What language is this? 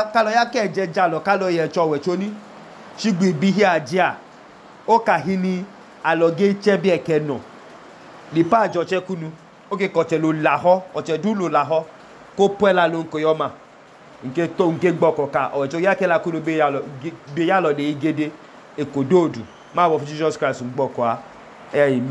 Idoma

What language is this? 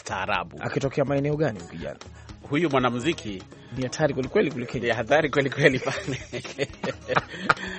Swahili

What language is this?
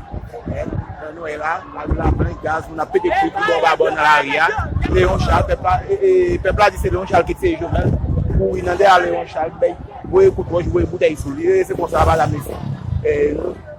Haitian Creole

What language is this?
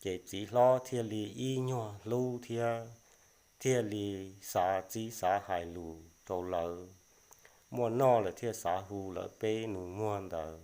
Hmong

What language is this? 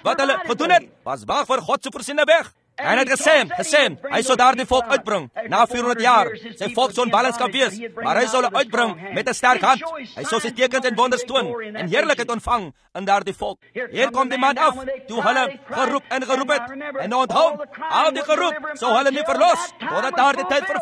Afrikaans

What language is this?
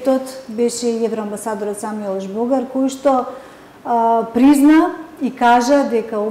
Macedonian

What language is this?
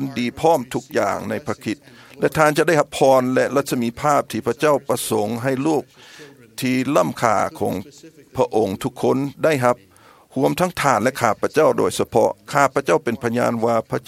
Thai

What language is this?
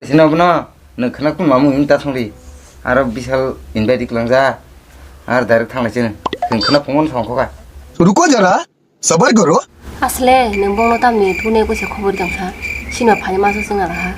Kok Borok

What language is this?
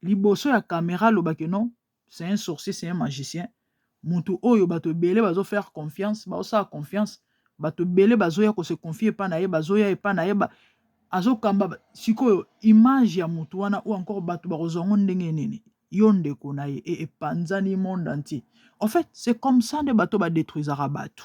Lingala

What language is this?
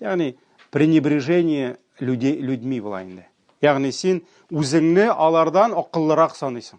Tatar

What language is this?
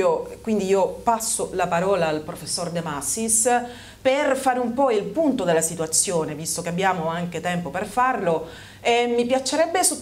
Italian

